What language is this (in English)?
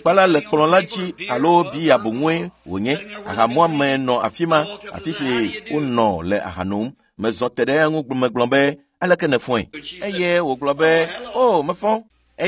Ewe